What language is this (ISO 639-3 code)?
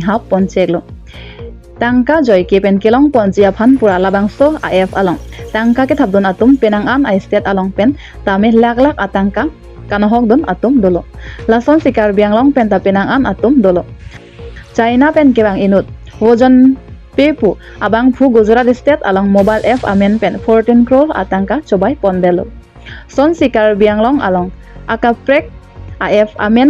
mjw